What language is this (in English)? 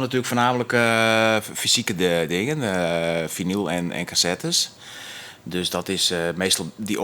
Western Frisian